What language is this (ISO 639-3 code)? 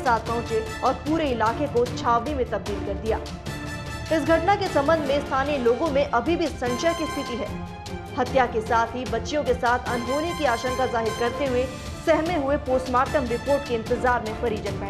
hin